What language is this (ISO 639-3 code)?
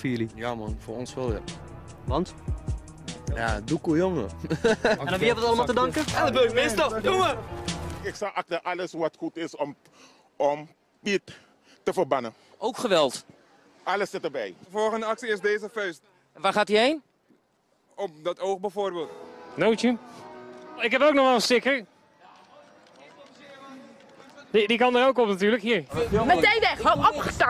nld